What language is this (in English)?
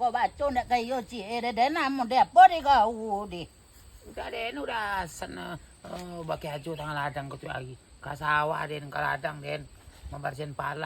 Minangkabau